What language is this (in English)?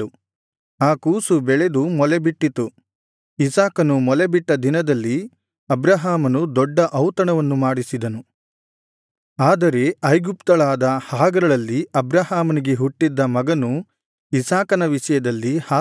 Kannada